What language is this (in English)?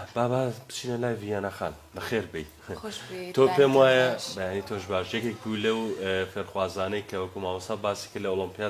Central Kurdish